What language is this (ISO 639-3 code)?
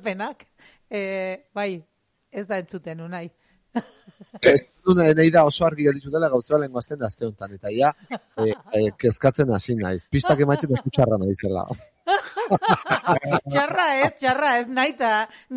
eus